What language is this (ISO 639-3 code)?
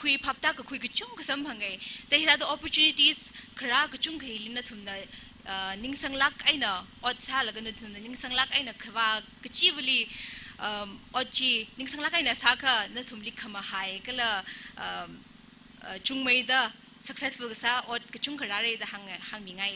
nmf